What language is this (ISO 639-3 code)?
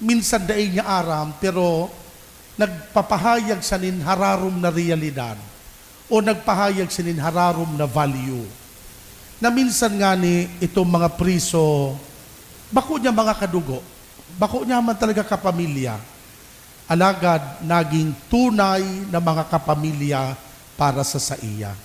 bik